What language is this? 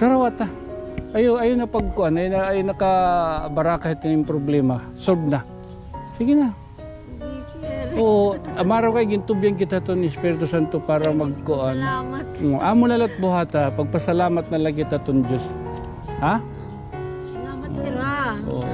Waray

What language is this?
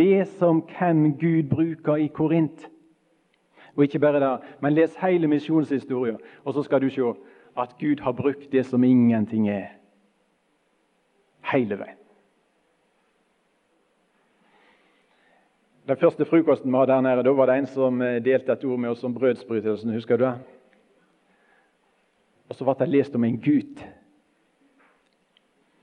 Norwegian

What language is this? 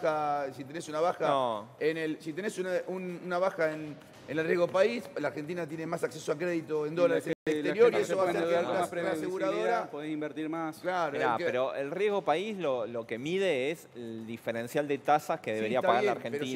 Spanish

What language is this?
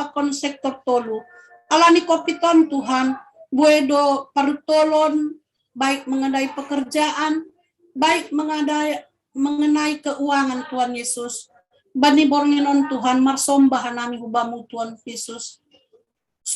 Batak Simalungun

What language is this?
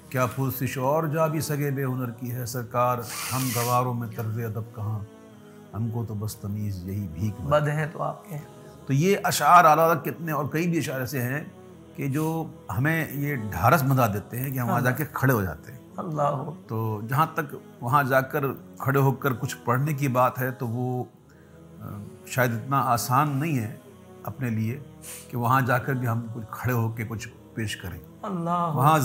Urdu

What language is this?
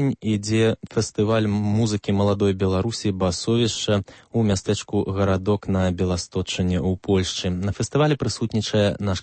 Belarusian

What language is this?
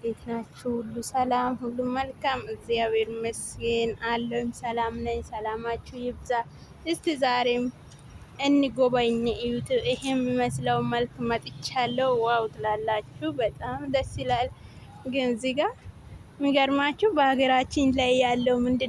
Amharic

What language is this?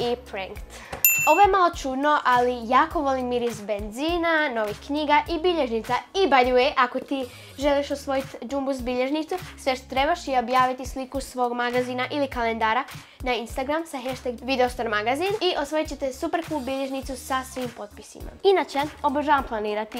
Croatian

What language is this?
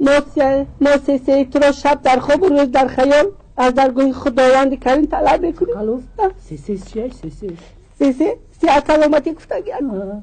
Tajik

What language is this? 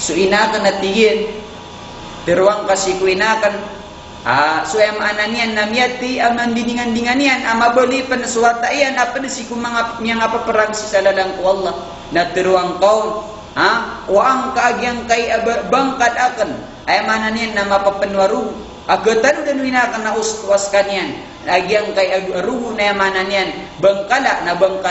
Maranao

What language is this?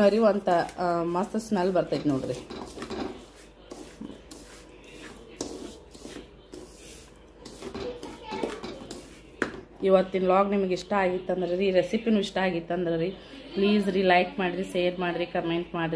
Kannada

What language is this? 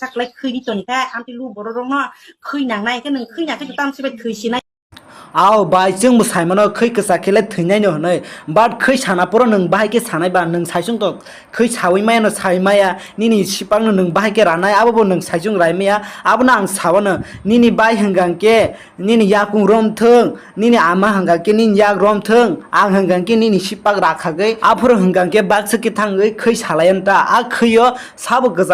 Kok Borok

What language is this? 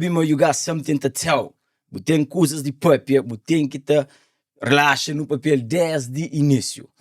Kabuverdianu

